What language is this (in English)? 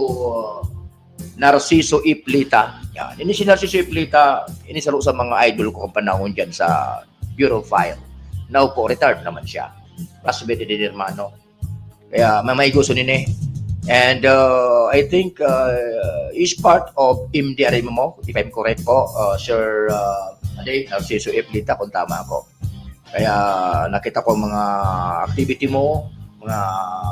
Bikol